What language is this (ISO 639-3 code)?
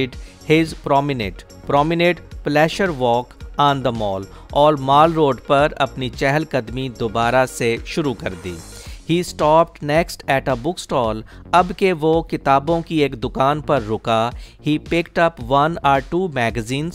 hin